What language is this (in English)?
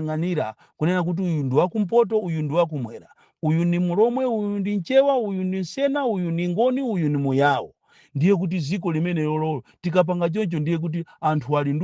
Nyanja